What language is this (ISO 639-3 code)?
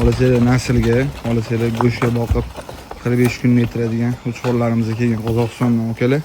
uzb